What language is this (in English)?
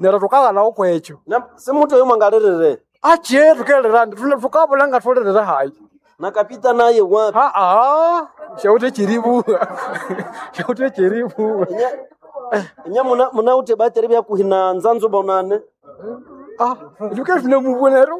Nande